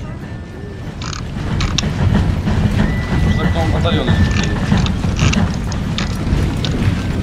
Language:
Ukrainian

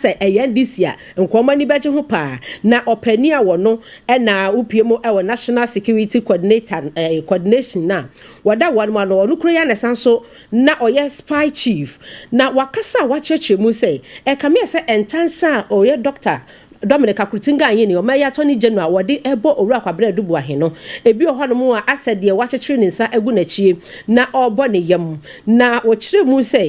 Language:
Akan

